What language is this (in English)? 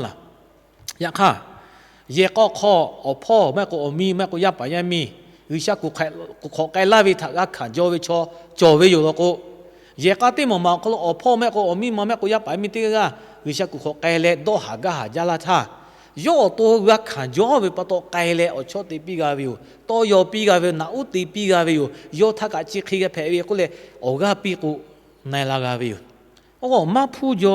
Lahu